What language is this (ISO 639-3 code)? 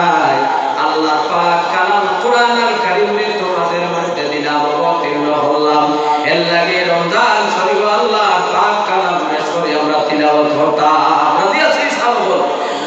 syl